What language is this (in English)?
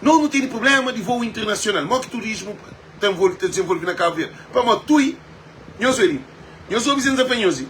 Kabuverdianu